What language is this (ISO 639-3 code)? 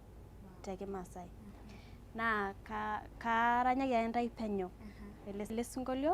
mas